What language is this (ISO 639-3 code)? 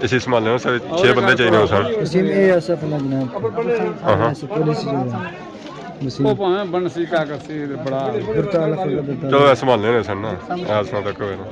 phr